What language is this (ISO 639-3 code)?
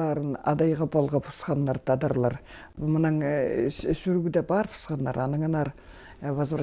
kjh